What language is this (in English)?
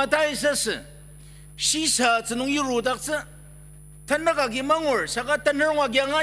Ao Naga